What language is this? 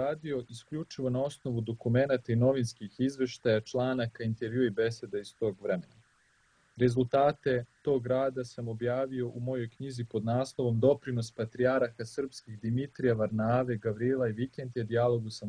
Serbian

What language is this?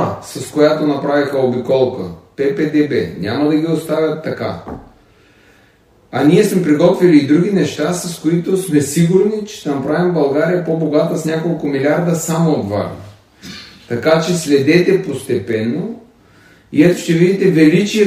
Bulgarian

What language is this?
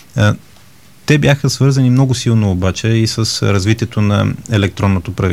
Bulgarian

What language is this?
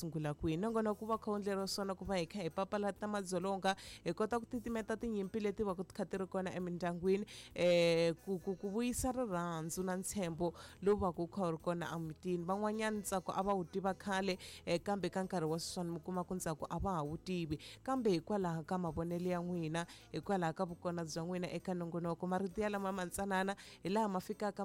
Tsonga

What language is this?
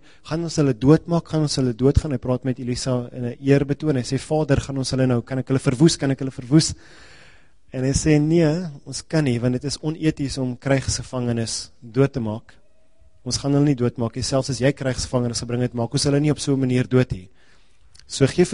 Afrikaans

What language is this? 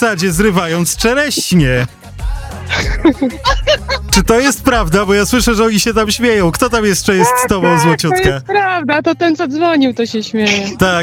Polish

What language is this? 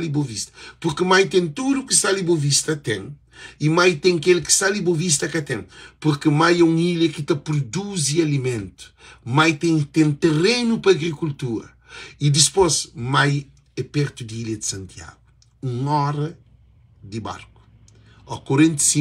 Kabuverdianu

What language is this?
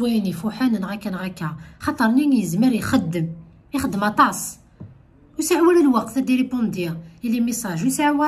Kabyle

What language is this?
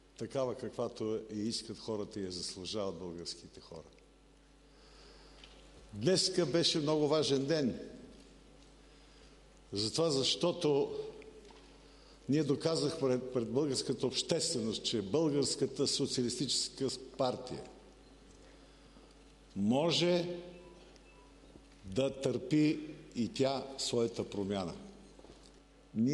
Bulgarian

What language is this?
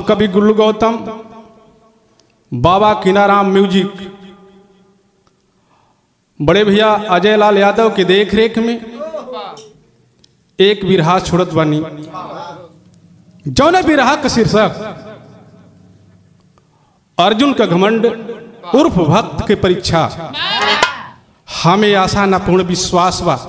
Bhojpuri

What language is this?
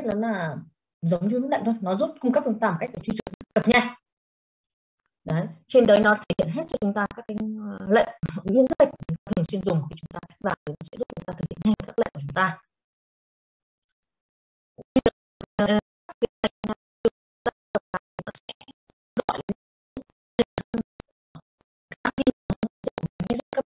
Vietnamese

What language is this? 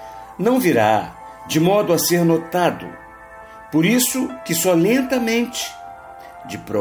Portuguese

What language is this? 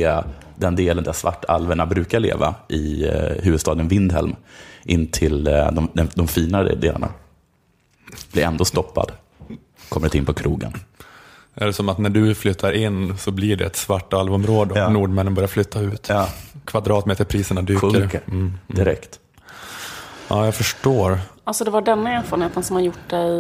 Swedish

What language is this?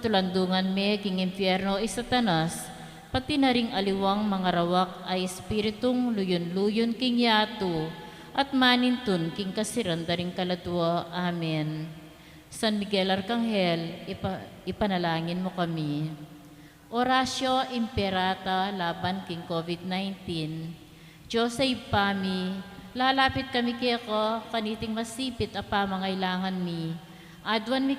Pampanga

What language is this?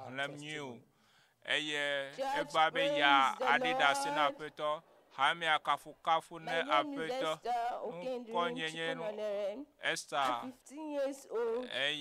Ewe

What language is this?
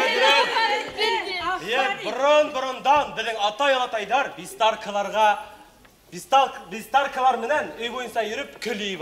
Bashkir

